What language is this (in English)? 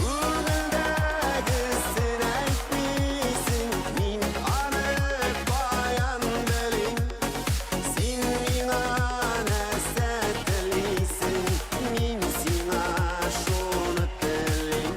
Bashkir